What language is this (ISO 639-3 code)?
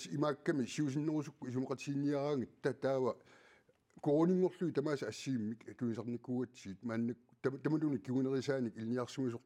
kal